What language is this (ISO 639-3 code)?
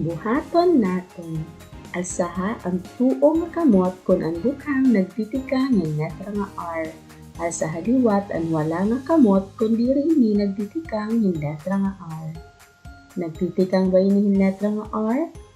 war